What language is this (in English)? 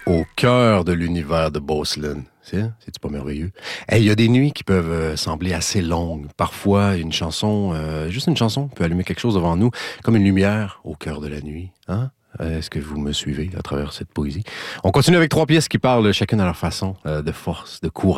French